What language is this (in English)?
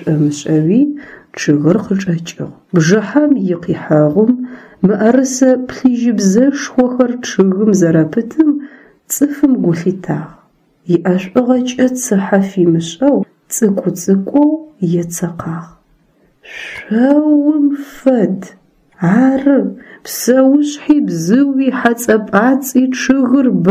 Adyghe